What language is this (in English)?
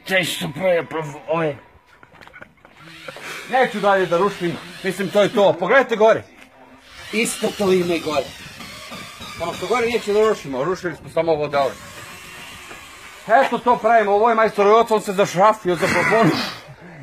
Serbian